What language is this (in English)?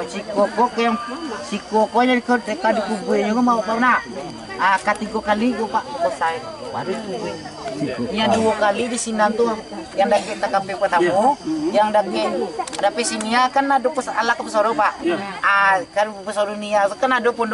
Minangkabau